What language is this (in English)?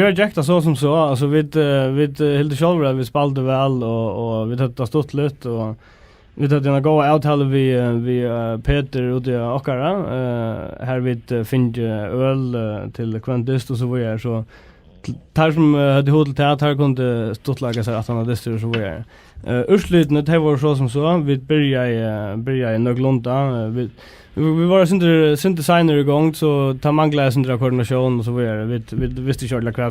Faroese